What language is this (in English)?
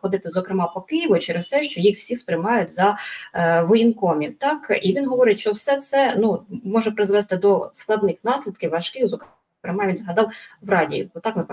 Ukrainian